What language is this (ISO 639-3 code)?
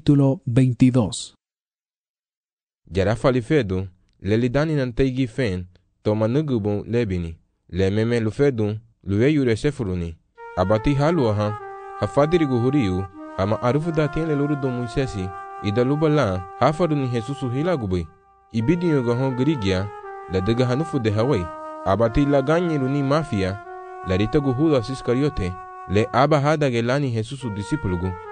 cab